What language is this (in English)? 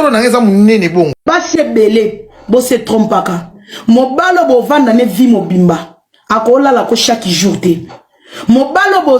Lingala